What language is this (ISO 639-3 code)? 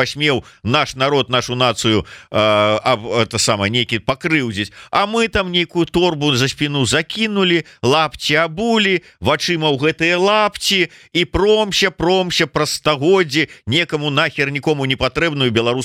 bel